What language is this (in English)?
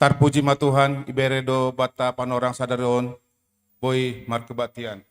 Batak Simalungun